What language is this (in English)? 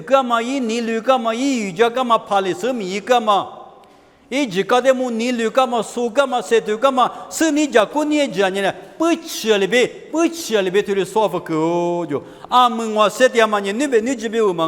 Lisu